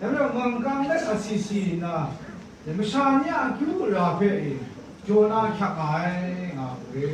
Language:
Kachin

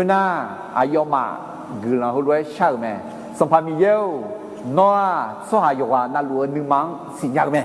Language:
Akha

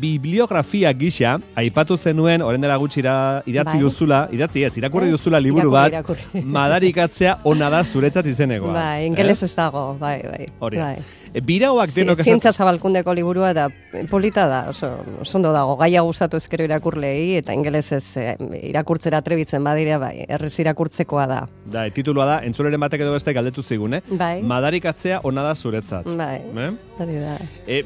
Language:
Basque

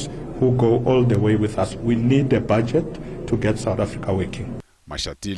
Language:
Tsonga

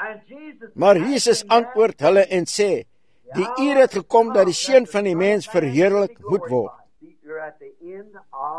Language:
Afrikaans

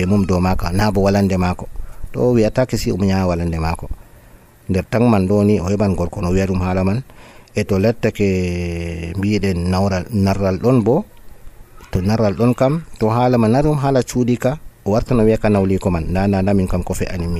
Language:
Nigerian Fulfulde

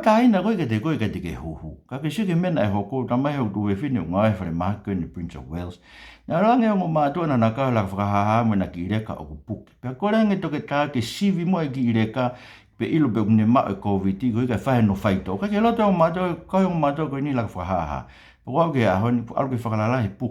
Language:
Tongan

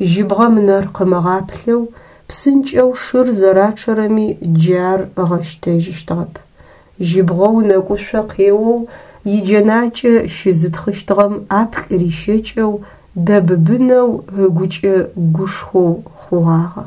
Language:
Adyghe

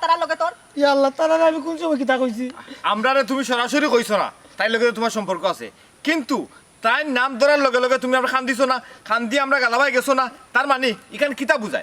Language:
Sylheti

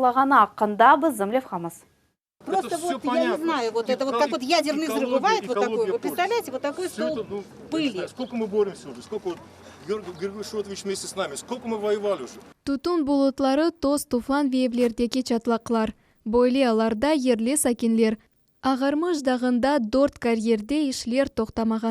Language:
Crimean Tatar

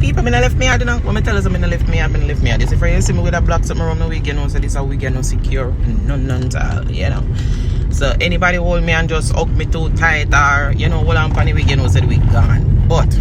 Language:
Jamaican Creole English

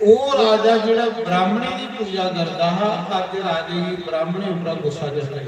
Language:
Dogri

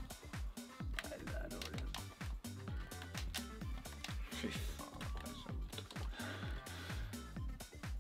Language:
Norwegian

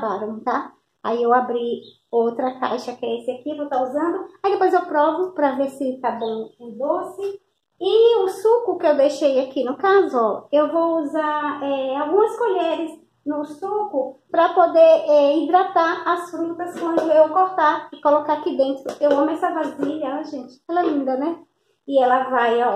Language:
Portuguese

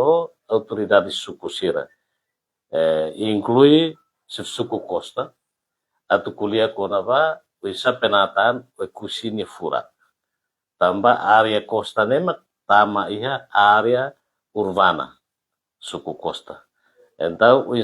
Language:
Tetum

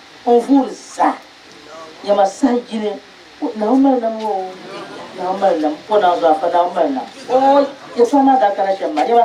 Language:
Dagbani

